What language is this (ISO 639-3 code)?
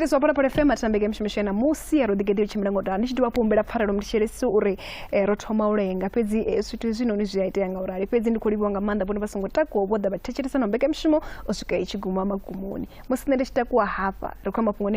ven